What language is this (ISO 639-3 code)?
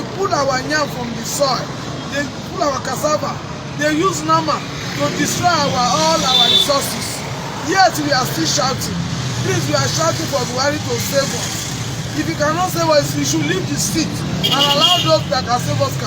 pcm